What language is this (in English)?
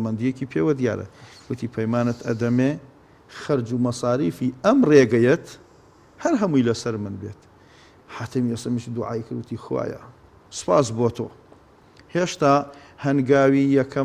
Central Kurdish